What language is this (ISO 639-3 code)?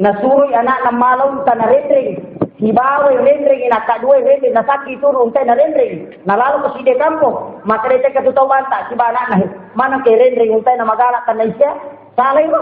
bug